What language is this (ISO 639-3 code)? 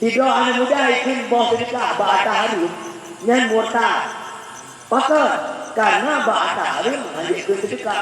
ace